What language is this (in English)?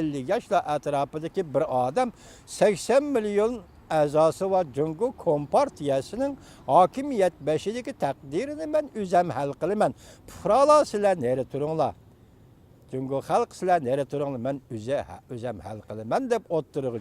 Uyghur